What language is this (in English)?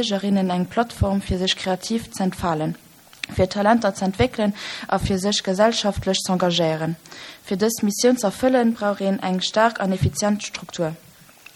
Luxembourgish